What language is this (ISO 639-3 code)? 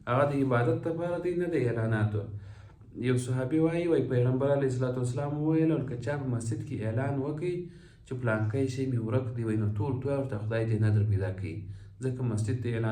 pus